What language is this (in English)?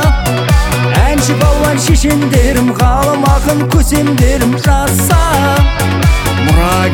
Kazakh